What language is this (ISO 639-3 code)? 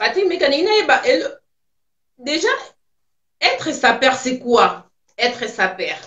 lin